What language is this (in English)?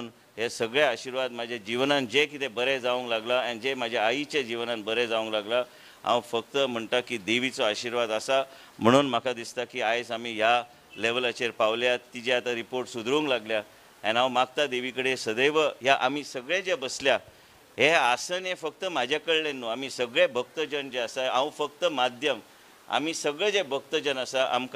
Konkani